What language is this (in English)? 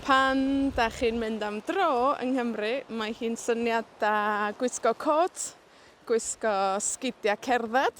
Welsh